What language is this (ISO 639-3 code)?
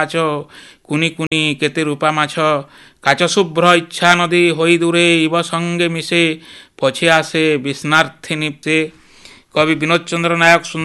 ori